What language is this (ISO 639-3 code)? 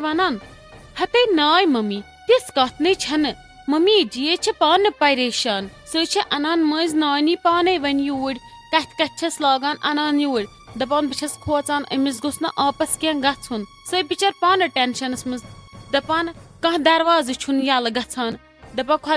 kas